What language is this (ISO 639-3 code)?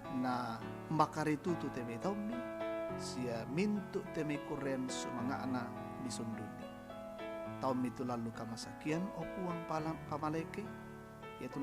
sda